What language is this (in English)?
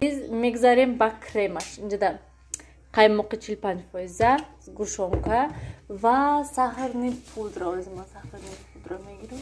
Tajik